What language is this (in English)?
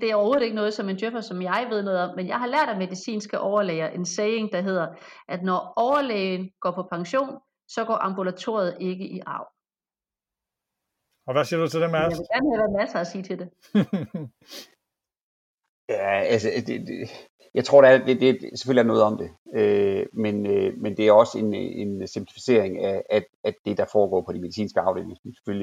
Danish